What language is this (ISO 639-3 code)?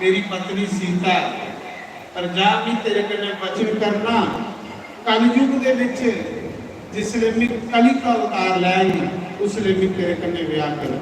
doi